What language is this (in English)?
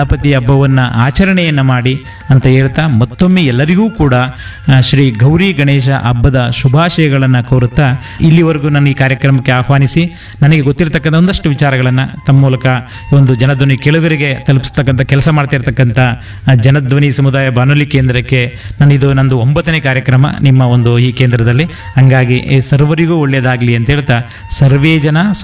Kannada